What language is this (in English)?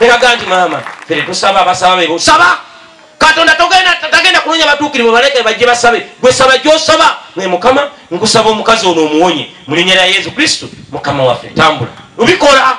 Ganda